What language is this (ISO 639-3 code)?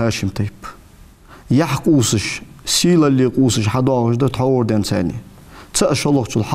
inh